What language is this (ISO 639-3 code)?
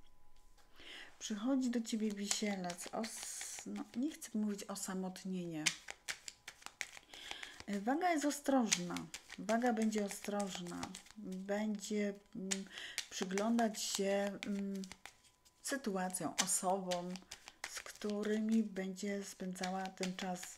pol